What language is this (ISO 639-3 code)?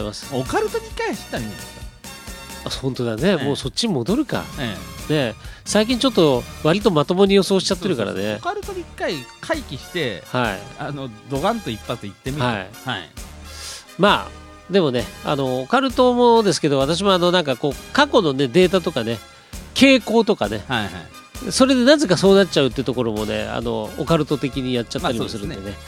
jpn